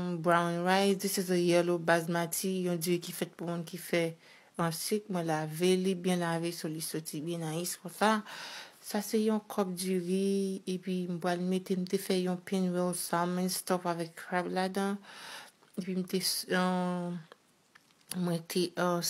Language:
Haitian Creole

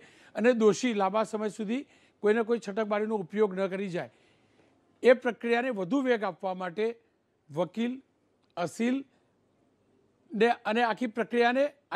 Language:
Gujarati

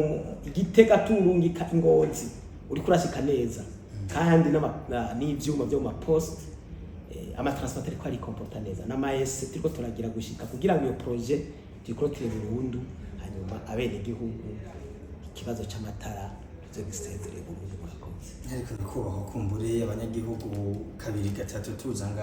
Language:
Rundi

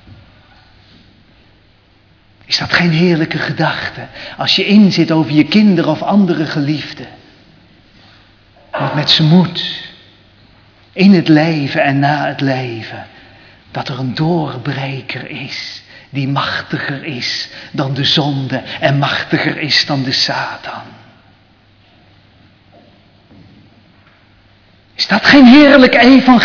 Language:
Dutch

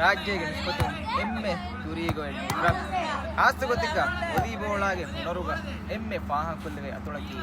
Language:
Divehi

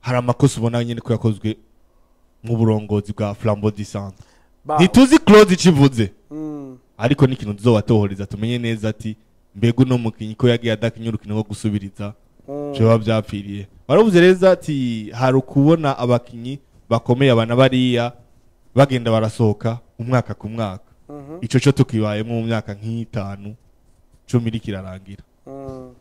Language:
Rundi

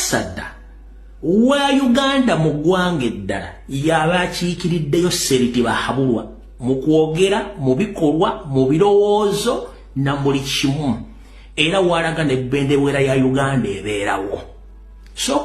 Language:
Ganda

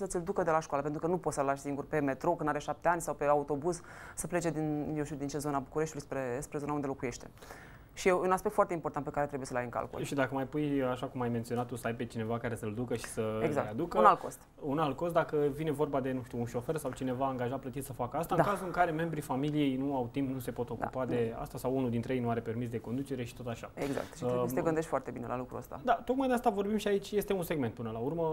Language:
Romanian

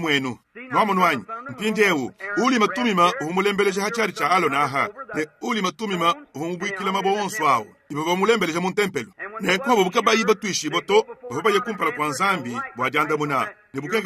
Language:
Luba-Lulua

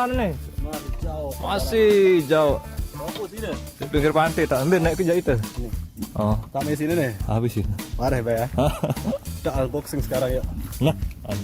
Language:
Sasak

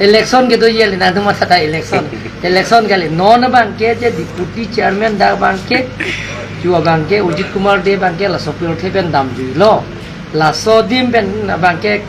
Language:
Karbi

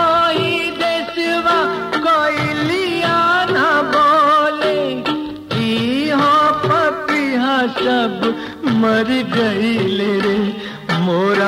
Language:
Bhojpuri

